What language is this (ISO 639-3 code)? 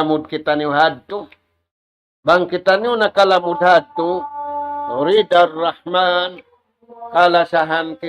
tsg